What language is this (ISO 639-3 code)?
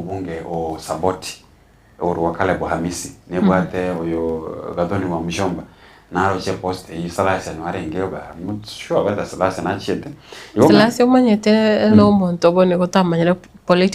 guz